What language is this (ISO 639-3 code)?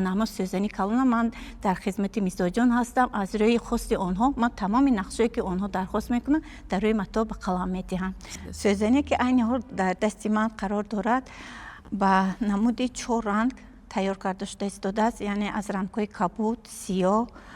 tgk